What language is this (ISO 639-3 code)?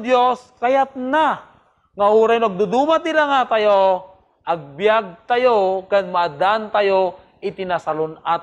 ilo